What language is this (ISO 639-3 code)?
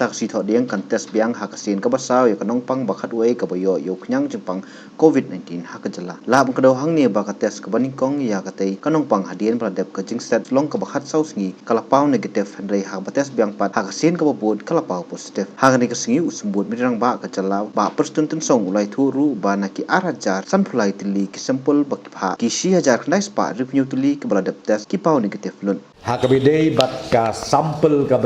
kha